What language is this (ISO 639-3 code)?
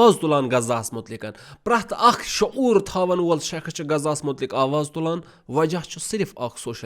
kas